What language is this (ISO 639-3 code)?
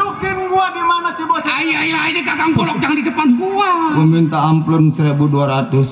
bew